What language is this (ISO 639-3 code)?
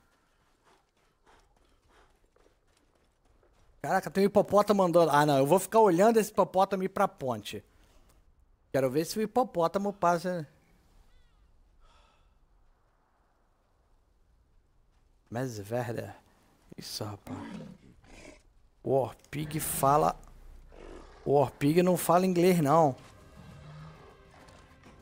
por